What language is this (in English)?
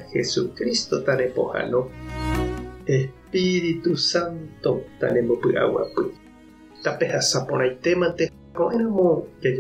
Guarani